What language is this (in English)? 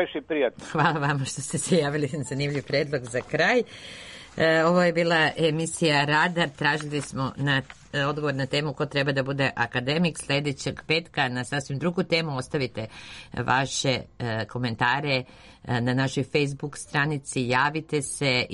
Serbian